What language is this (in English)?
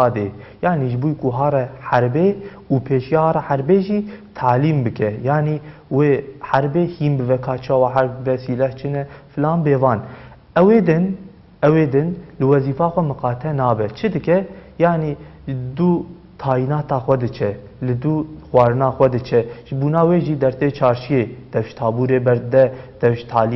Kurdish